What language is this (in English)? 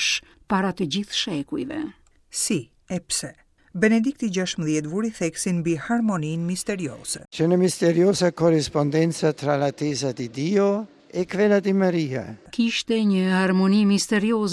Albanian